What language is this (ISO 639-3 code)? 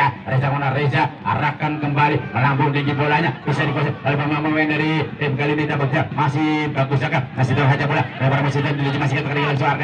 ind